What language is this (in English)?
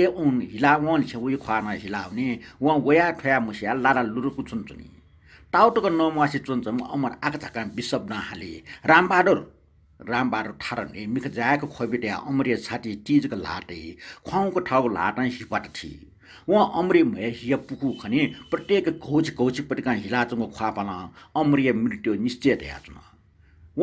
Newari